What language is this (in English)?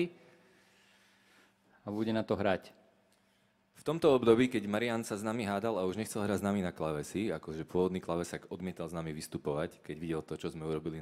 Slovak